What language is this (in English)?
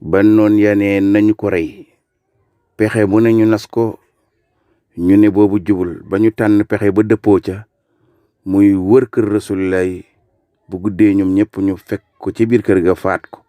Wolof